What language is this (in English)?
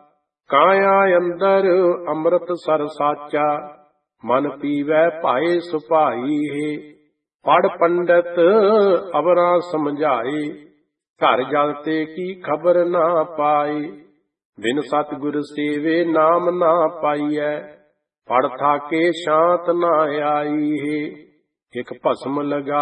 Punjabi